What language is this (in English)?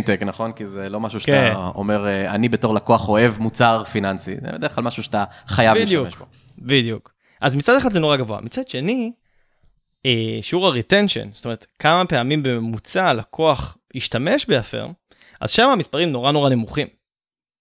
Hebrew